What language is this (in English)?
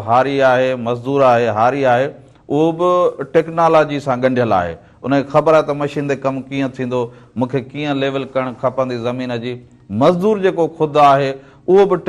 Sindhi